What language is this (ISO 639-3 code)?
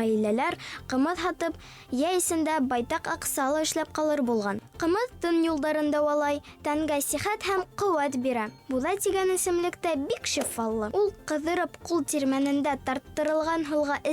bak